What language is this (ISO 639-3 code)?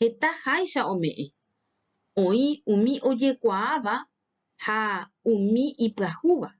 grn